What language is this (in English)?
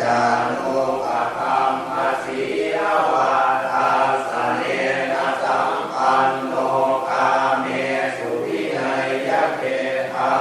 Pali